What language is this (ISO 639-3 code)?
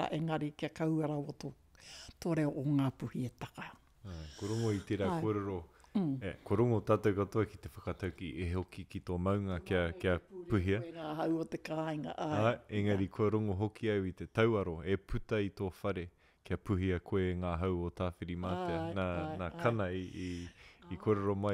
mri